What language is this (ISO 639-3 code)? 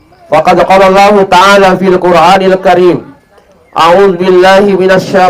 bug